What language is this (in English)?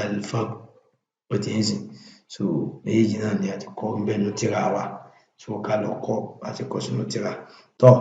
Yoruba